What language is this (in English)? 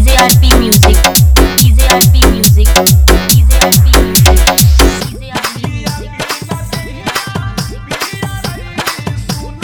Bhojpuri